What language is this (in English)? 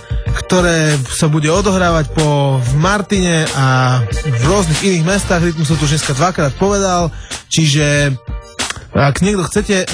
Slovak